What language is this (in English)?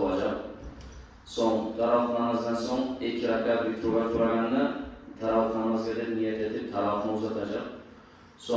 Kumyk